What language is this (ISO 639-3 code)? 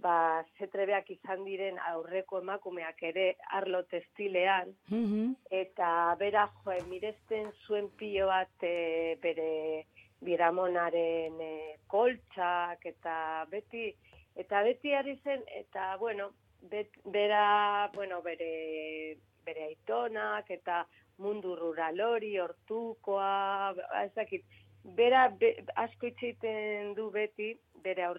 eus